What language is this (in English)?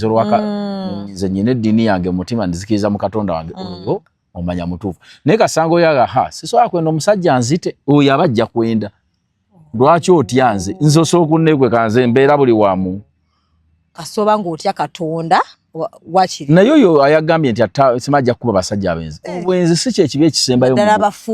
Ganda